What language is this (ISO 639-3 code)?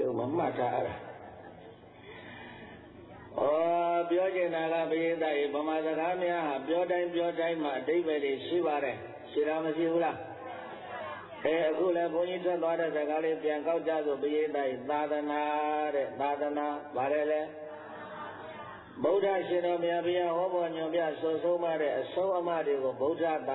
mya